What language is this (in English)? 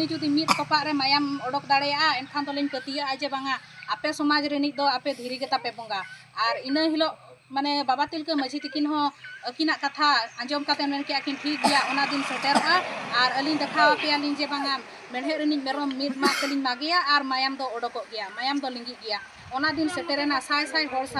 Santali